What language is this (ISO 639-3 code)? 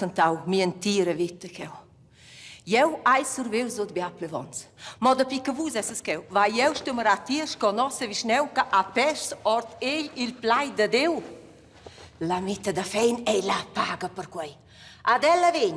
roh